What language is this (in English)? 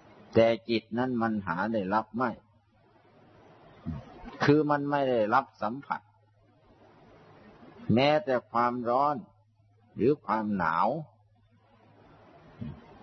Thai